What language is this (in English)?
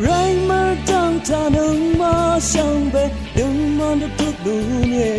Rawang